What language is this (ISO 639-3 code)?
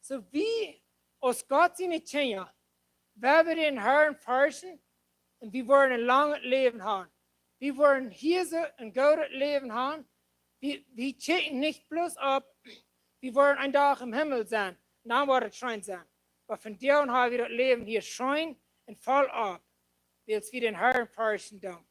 pdt